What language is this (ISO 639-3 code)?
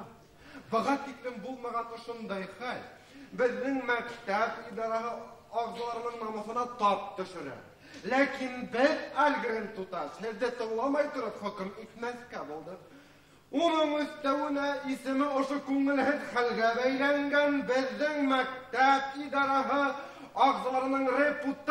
bak